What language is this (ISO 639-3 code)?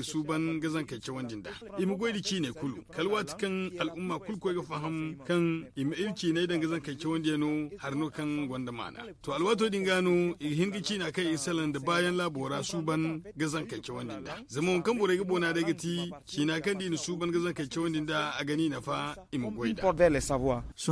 dje